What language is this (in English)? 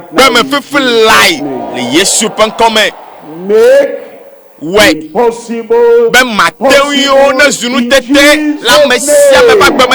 Ewe